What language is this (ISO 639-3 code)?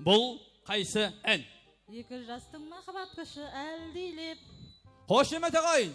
kaa